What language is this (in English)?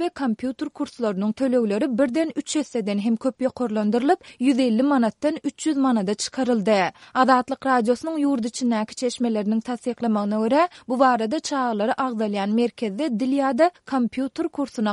Turkmen